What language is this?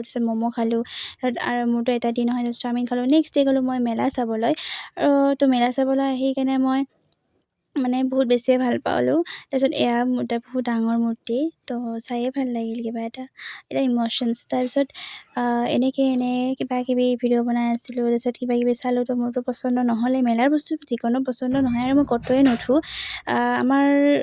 Assamese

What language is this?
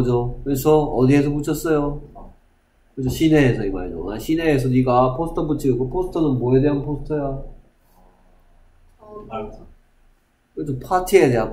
Korean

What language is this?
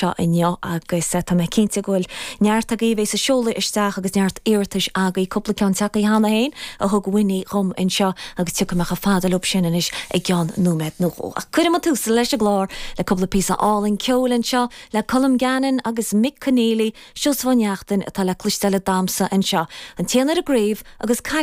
Irish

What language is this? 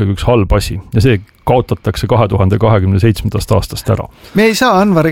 Estonian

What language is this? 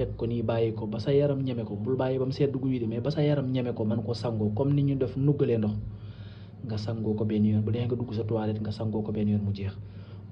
Wolof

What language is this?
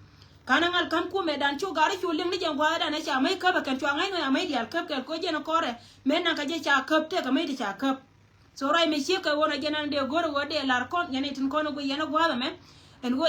Nuer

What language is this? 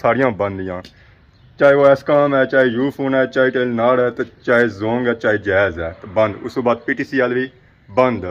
Pahari-Potwari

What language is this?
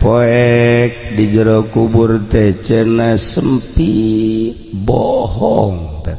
Sundanese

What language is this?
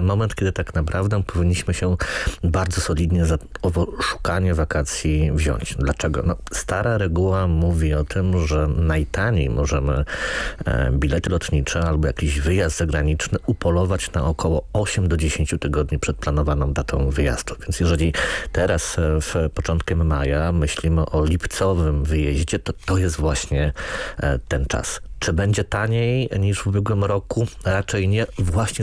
Polish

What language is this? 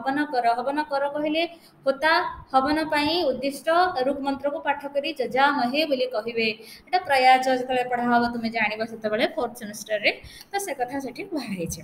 Odia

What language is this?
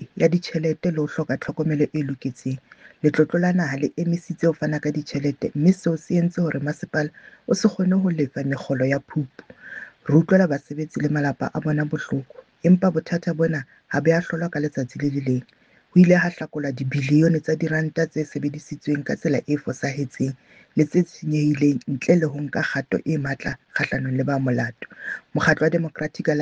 Southern Sotho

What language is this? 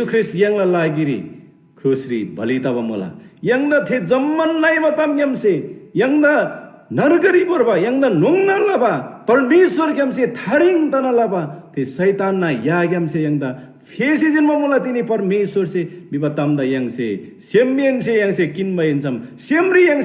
Eastern Tamang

